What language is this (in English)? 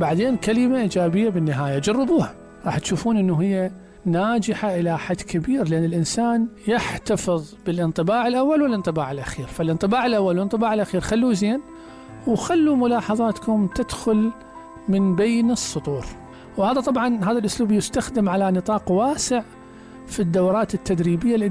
Mesopotamian Arabic